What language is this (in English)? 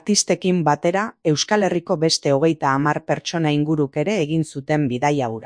Basque